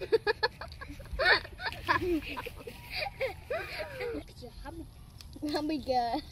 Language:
Khmer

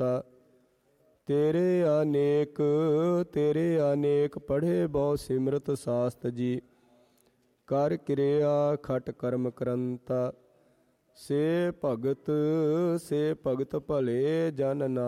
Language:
Punjabi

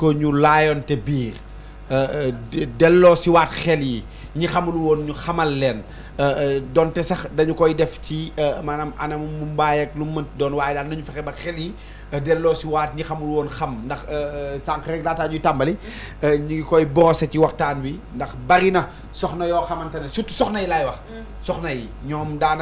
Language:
Wolof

